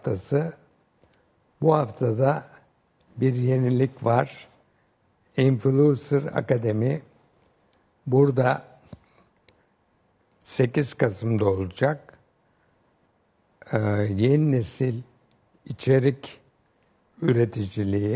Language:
Turkish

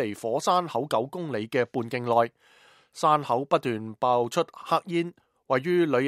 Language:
Cantonese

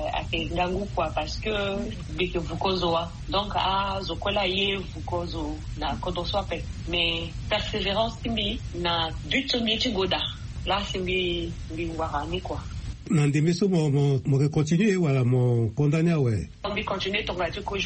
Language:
Sango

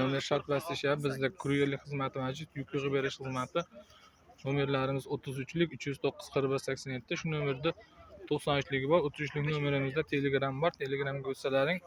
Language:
Uzbek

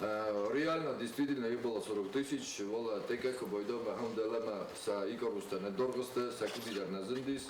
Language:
Ossetic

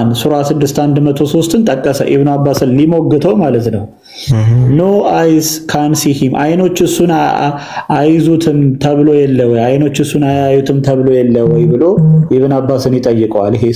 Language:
Amharic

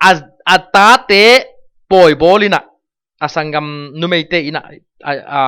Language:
Tedim Chin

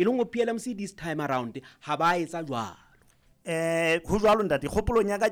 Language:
Southern Sotho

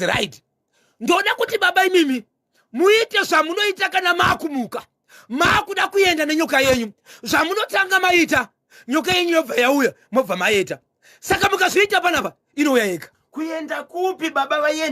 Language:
Shona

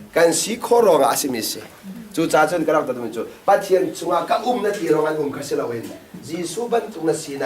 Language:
Hakha Chin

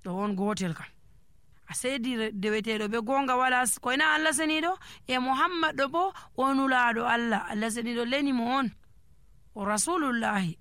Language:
Nigerian Fulfulde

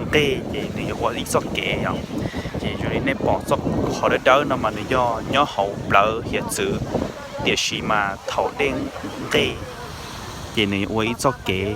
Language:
Hmong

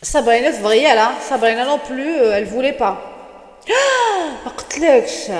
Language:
Kabyle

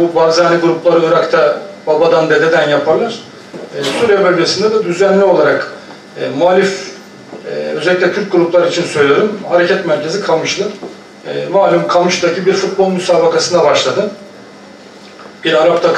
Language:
Turkish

